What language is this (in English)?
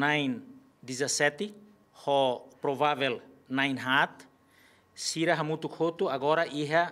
Tetum